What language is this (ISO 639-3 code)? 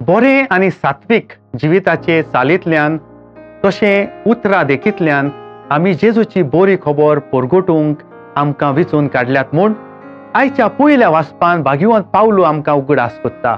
kok